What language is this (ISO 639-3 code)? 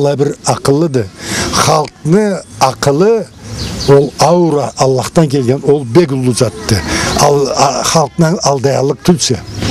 krc